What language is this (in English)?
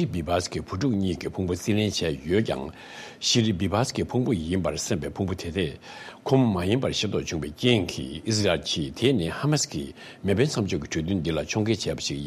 Tibetan